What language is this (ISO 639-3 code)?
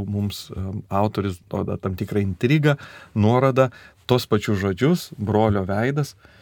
lit